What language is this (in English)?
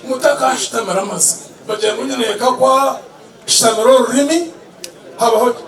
Nyankole